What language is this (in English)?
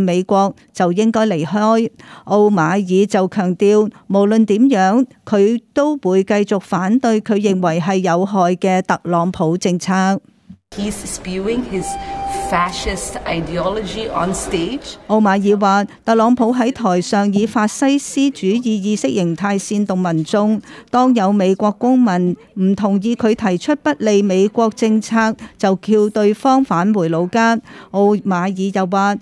Cantonese